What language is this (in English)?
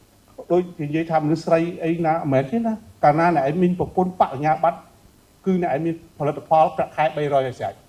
Khmer